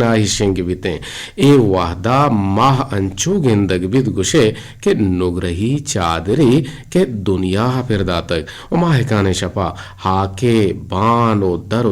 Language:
Eastern Balochi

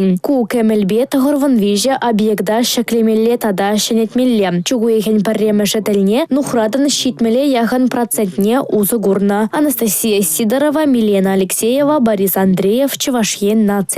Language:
Chuvash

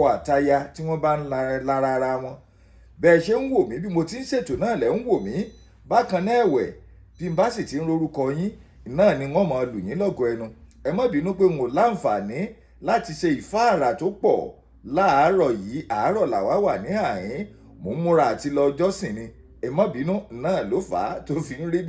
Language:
Yoruba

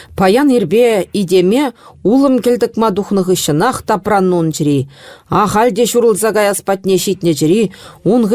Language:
Chuvash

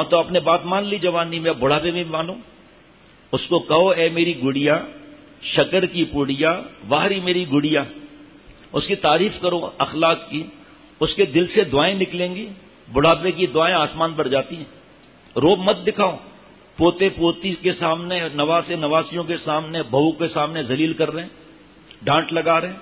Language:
Urdu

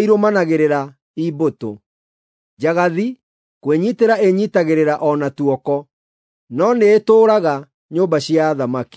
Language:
Kikuyu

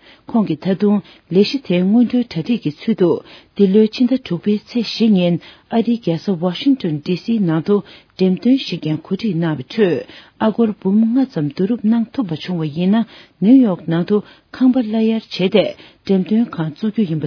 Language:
Tibetan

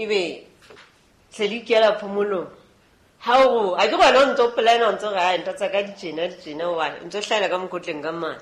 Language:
Southern Sotho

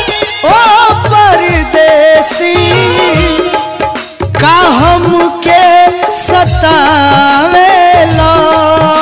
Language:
Bhojpuri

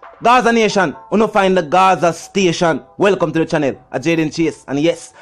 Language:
Jamaican Creole English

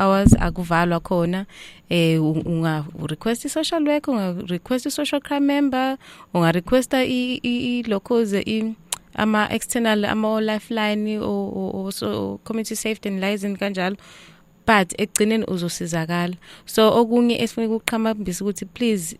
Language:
Zulu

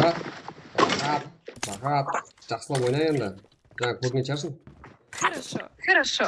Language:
Kara-Kalpak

